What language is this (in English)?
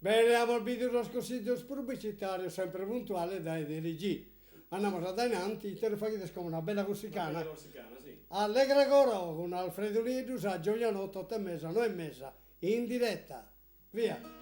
Sardinian